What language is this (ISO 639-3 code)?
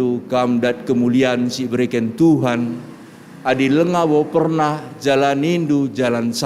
btx